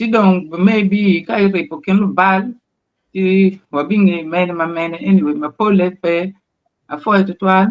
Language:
Acoli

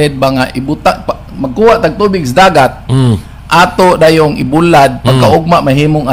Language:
Cebuano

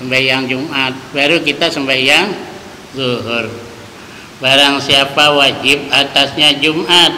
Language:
Banjar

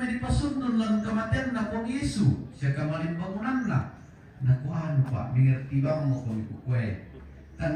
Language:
Toraja-Sa'dan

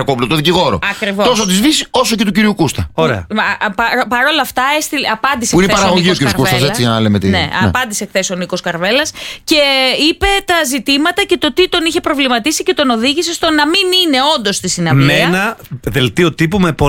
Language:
Greek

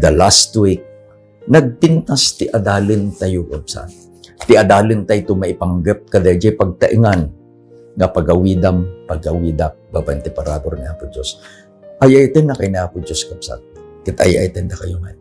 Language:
Iloko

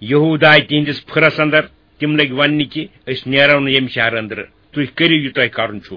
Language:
Kashmiri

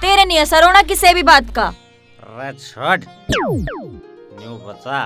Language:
Haryanvi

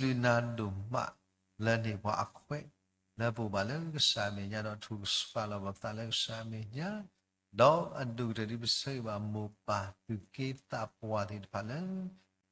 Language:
S'gaw Karen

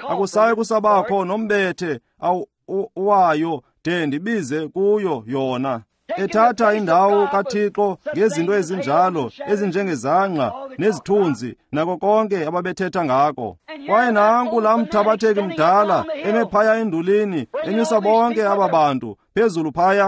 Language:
Xhosa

